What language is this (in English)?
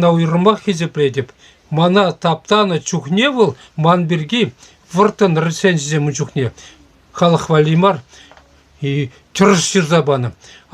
Chuvash